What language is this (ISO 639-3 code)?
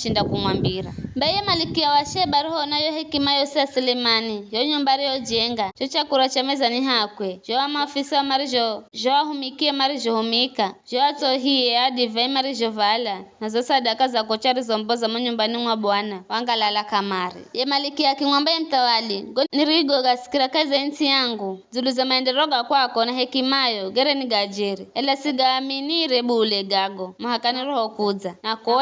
nyf